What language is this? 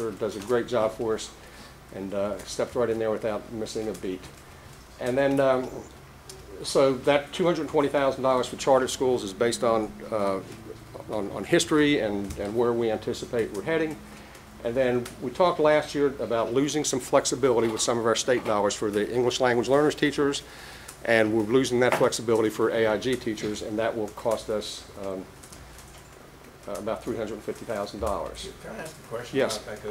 English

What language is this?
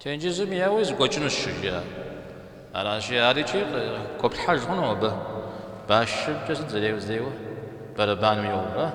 Kabardian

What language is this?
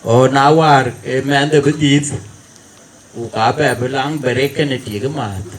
Dinka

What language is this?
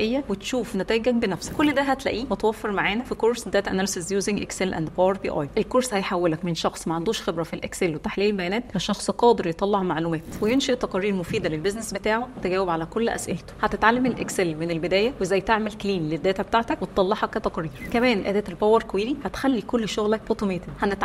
Egyptian Arabic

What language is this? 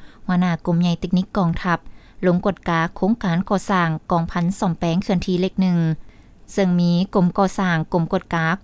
Lao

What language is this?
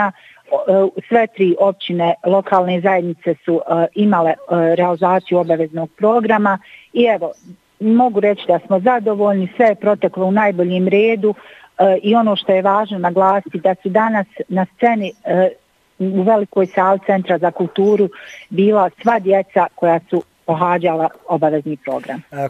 Bosnian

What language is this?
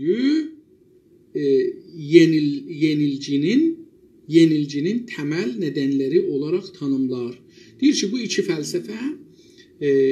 South Azerbaijani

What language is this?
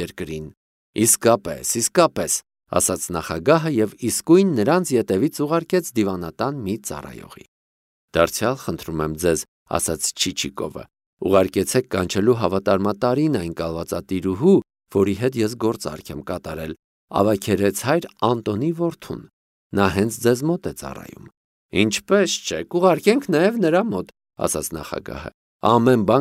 Armenian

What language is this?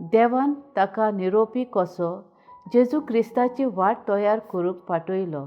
Konkani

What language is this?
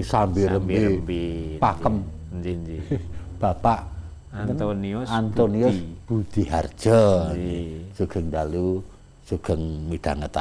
Javanese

